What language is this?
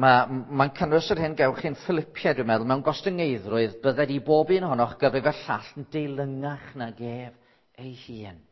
Welsh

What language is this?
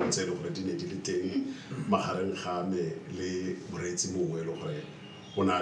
Tswana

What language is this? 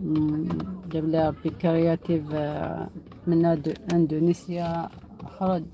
Algerian Arabic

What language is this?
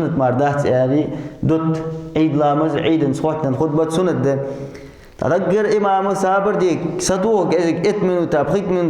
Ingush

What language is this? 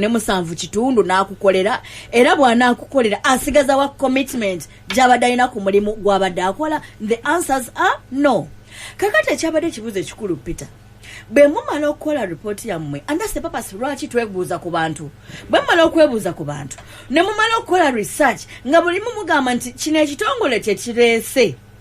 Ganda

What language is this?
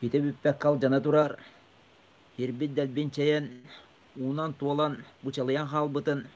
Yakut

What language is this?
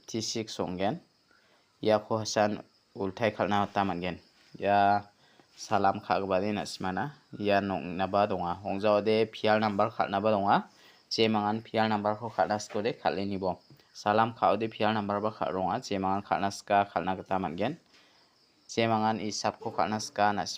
Garo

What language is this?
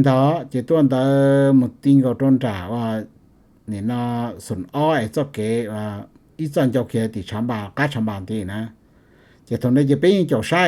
Hmong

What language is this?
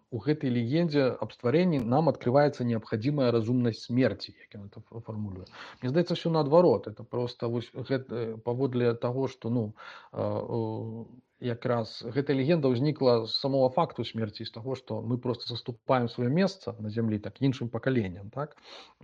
Belarusian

